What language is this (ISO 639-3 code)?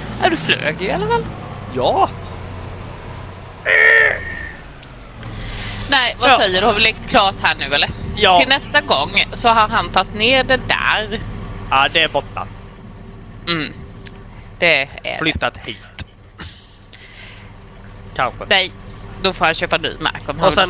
swe